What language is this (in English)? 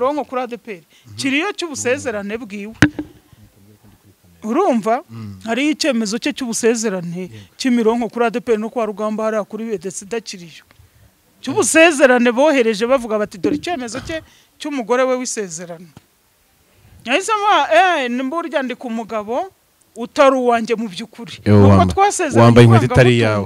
Kinyarwanda